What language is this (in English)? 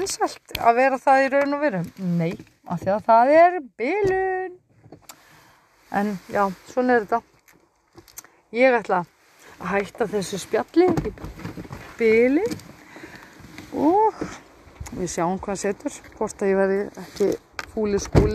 Icelandic